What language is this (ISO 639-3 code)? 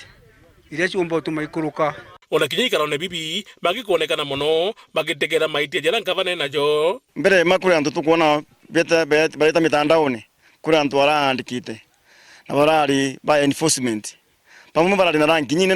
mer